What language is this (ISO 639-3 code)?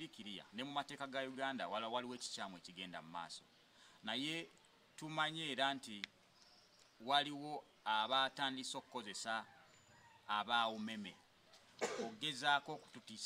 lug